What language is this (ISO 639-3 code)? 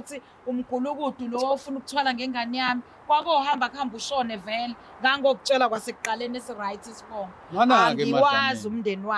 zul